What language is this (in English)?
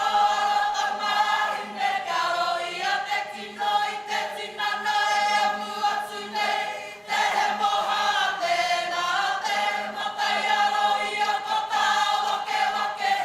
Māori